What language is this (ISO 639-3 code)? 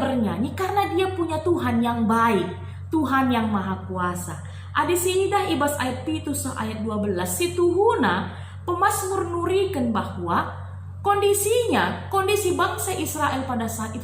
btx